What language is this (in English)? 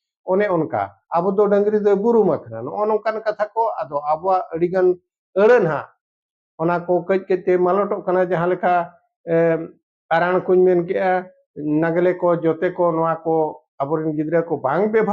Santali